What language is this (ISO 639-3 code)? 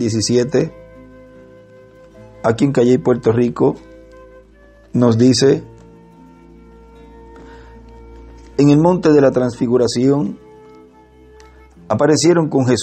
spa